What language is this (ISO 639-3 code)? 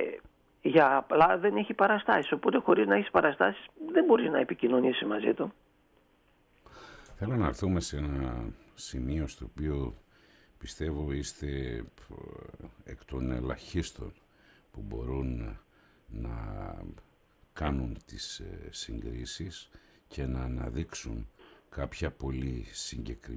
ell